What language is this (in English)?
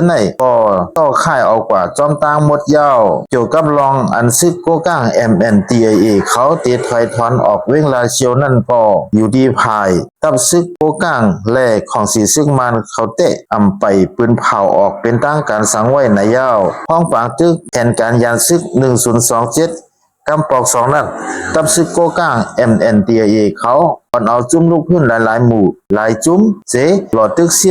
Shan